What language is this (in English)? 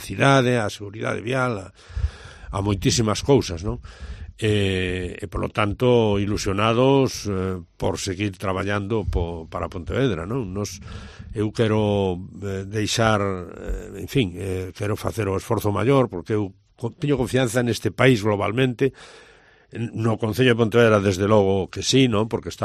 Galician